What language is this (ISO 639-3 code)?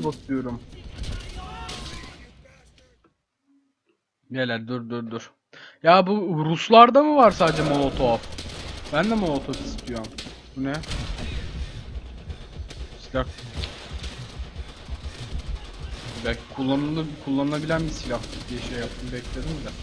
tur